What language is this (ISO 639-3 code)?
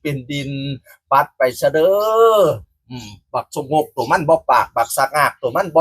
tts